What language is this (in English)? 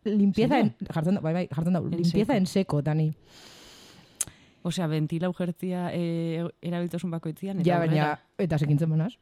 Basque